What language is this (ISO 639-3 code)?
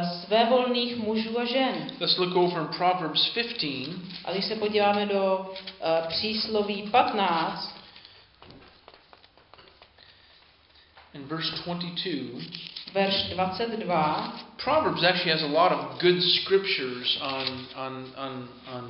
ces